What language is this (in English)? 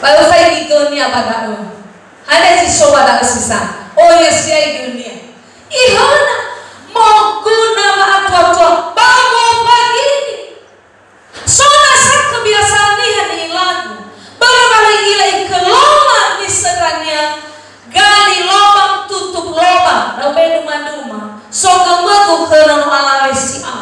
Nias